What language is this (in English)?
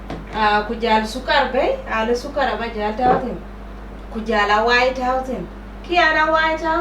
Dinka